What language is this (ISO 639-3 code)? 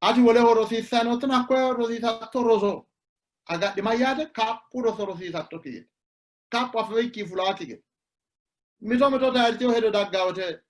sid